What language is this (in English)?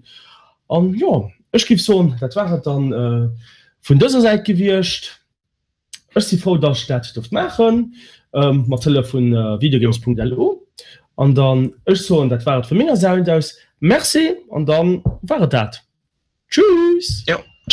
Luxembourgish